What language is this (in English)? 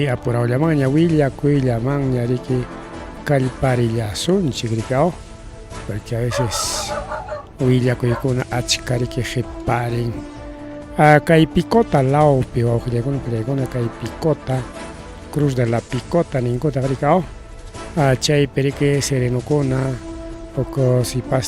Ayacucho Quechua